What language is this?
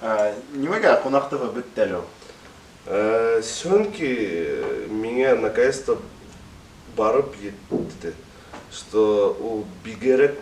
Bashkir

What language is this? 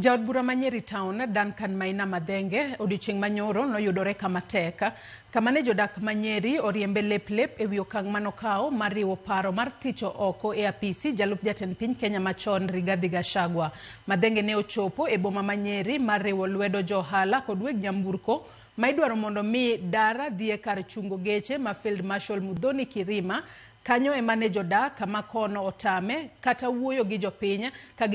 Luo (Kenya and Tanzania)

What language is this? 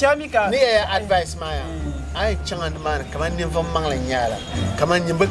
Dagbani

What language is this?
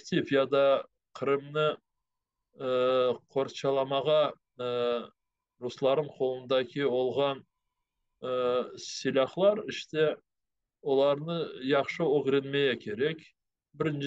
Crimean Tatar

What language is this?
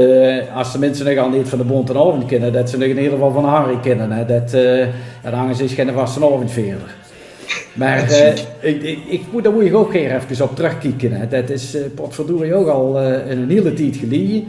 Limburgish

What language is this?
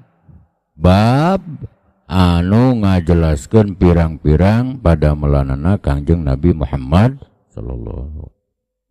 Sundanese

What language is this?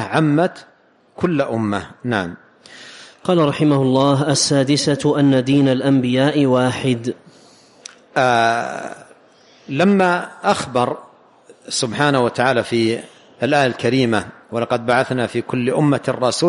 Arabic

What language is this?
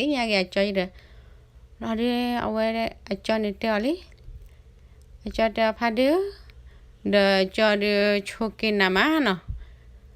S'gaw Karen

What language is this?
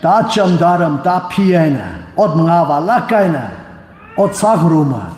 Tangkhul Naga (India)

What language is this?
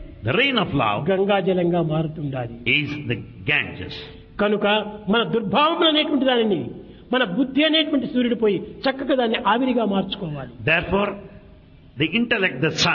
Telugu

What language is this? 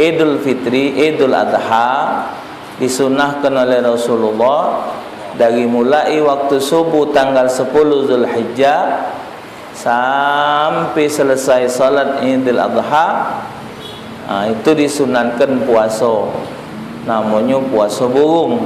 Musi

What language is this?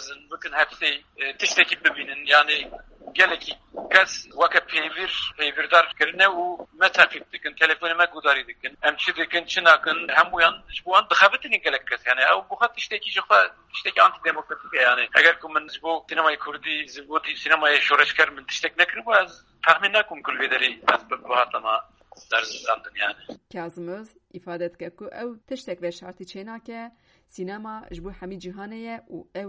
Kurdish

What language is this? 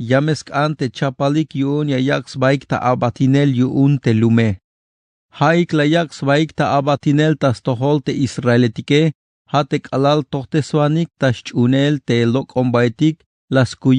Tzeltal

